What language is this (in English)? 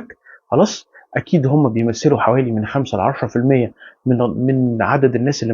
Egyptian Arabic